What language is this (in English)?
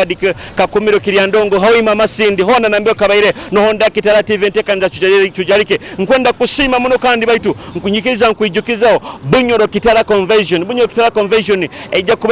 Nyoro